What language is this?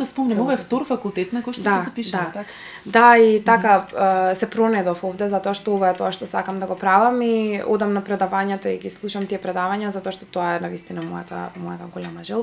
Macedonian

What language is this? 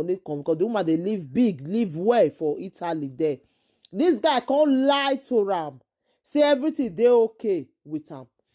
Nigerian Pidgin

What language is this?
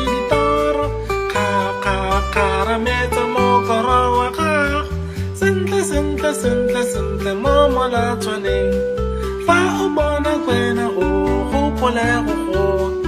Tswana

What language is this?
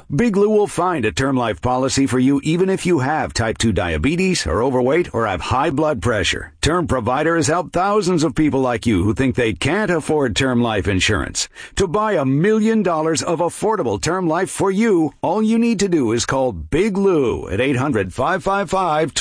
English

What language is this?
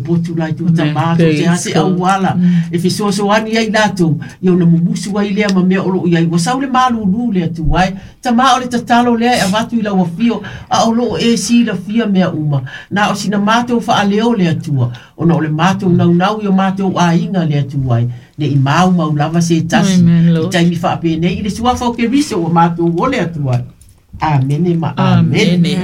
Samoan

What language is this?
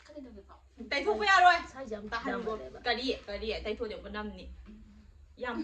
Manipuri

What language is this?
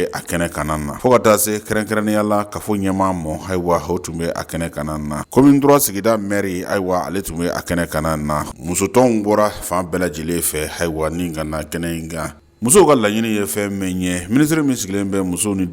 Bambara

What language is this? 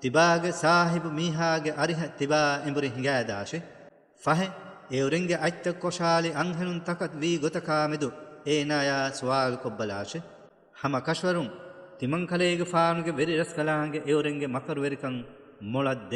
Divehi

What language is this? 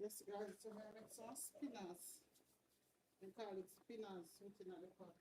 Jamaican Creole English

